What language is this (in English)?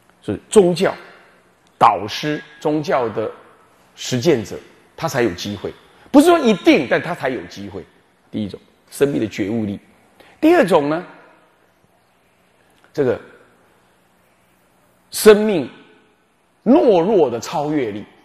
Chinese